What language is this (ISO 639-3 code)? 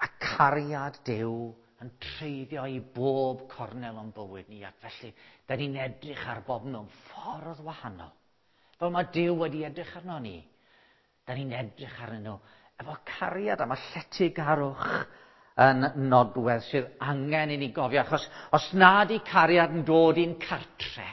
cym